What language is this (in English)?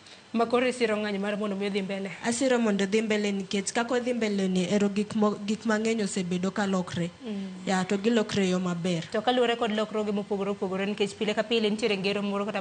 Luo (Kenya and Tanzania)